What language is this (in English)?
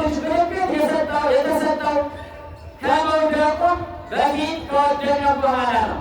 Amharic